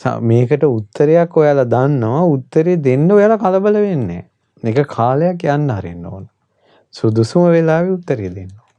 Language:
Sinhala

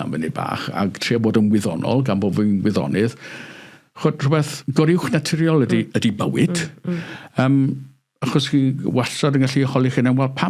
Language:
Welsh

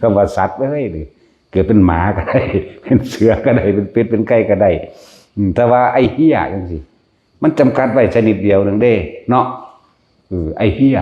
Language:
Northeastern Thai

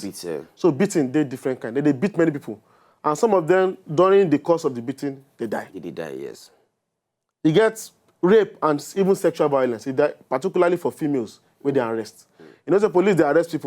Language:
Nigerian Pidgin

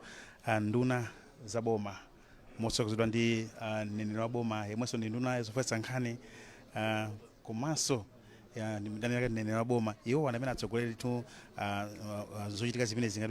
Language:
Nyanja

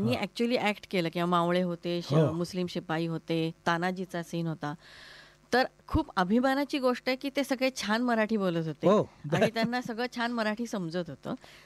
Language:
Marathi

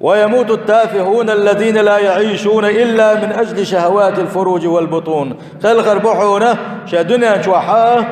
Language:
Chechen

